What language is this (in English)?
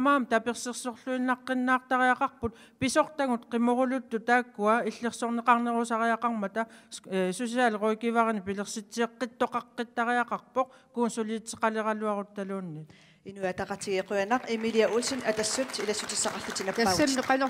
Kalaallisut